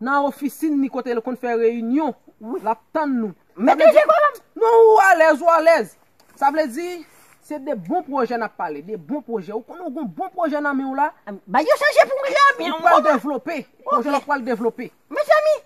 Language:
Haitian Creole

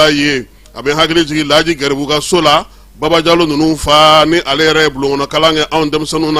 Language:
Bambara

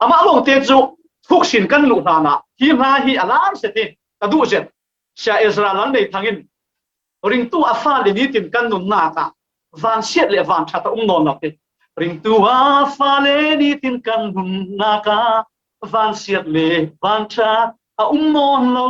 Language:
Falam Chin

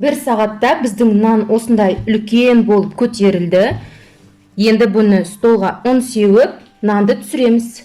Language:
Kazakh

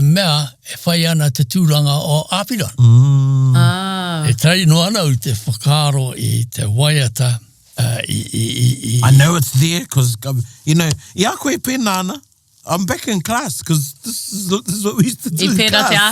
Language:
Māori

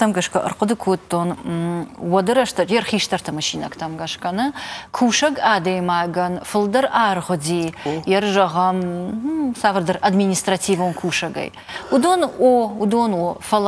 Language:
Ossetic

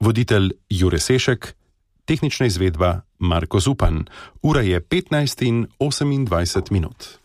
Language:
Slovenian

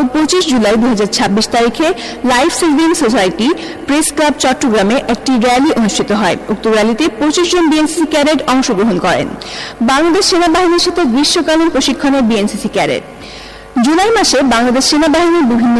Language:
Bangla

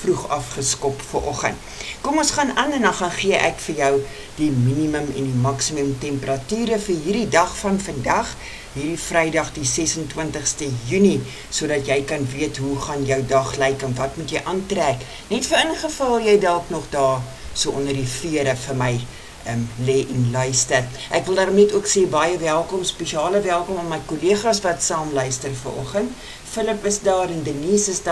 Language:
Afrikaans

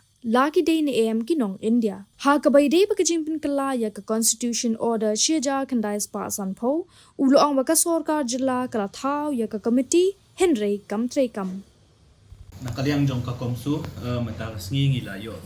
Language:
Khasi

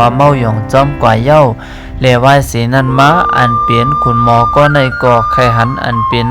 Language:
Shan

